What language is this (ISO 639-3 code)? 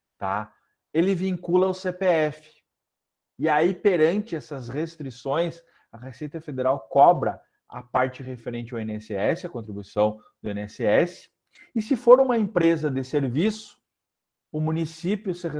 por